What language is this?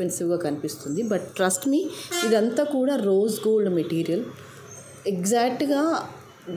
Telugu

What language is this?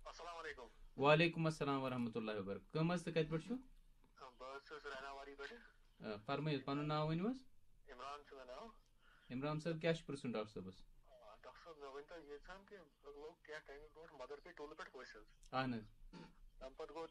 Kashmiri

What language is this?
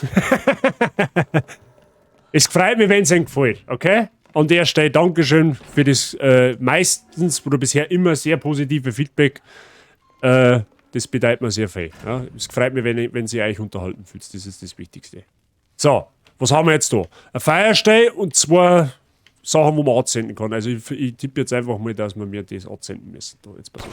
Bavarian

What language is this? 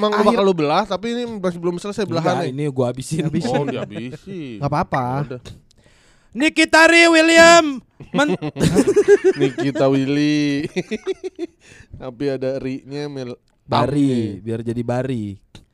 Indonesian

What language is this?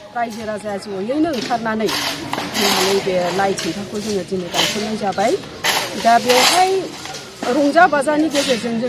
Bodo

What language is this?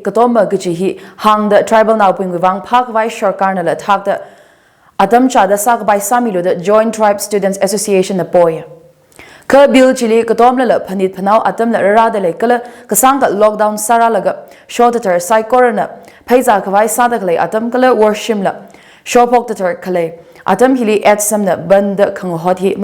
Tangkhul Naga (India)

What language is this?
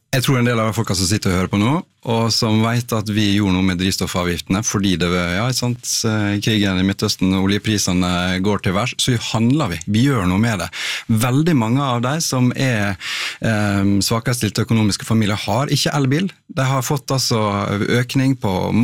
Norwegian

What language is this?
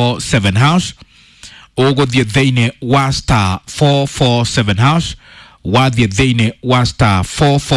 Kikuyu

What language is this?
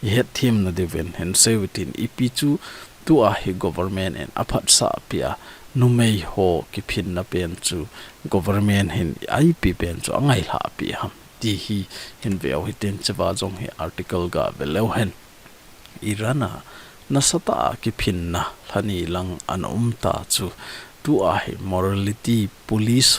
Thado Chin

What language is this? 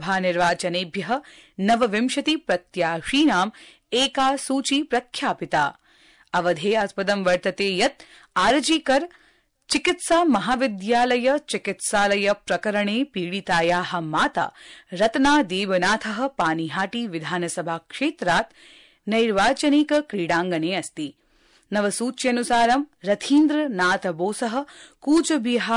Sanskrit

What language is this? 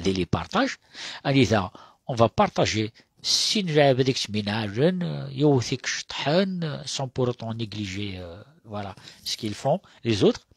Kabyle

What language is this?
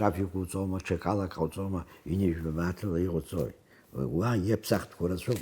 Abkhazian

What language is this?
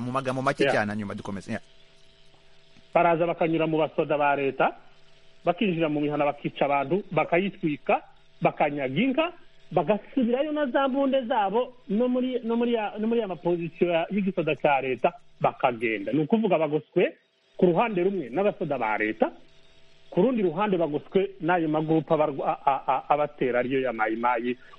Kinyarwanda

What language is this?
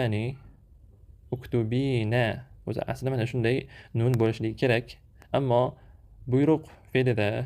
Uzbek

